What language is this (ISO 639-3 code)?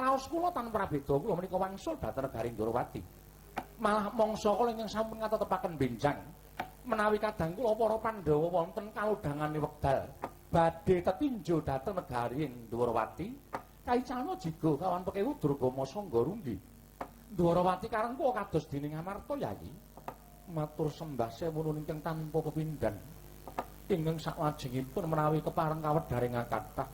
jav